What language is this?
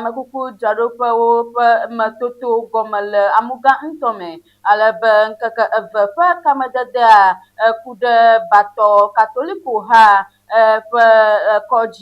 Ewe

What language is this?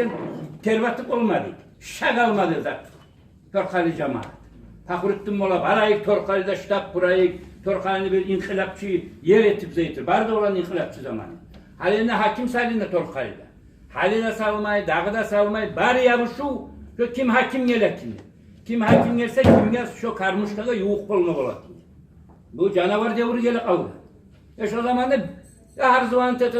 Kumyk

